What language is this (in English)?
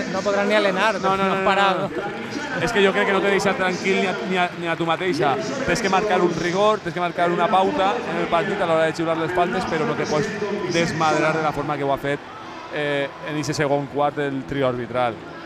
Catalan